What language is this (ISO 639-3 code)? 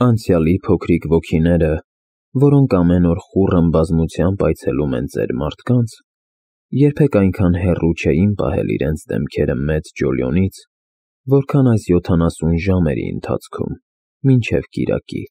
hye